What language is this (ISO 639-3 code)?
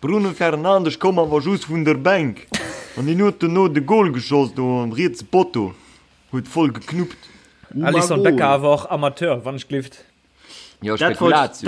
ltz